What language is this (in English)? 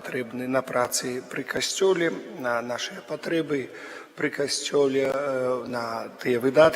Belarusian